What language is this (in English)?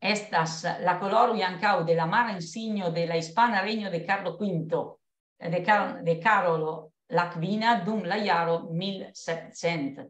Esperanto